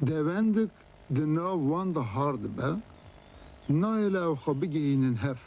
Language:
Kurdish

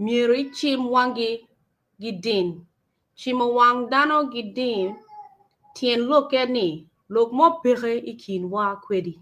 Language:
Acoli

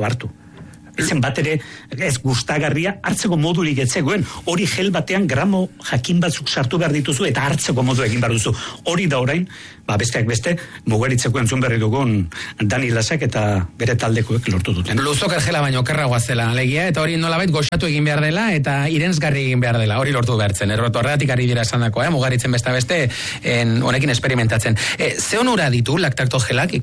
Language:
Basque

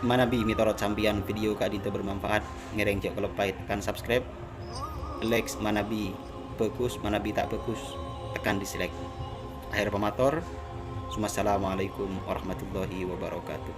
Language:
Madurese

